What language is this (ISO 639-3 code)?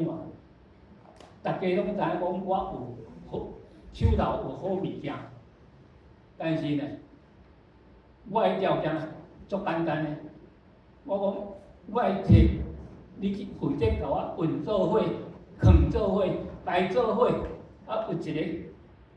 nan